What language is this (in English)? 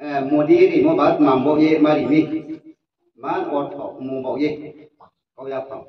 Riang (India)